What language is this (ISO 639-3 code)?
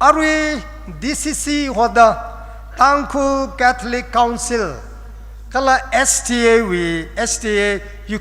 nmf